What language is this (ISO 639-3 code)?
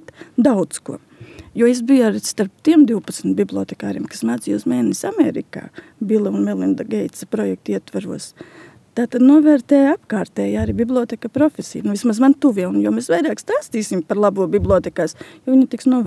lav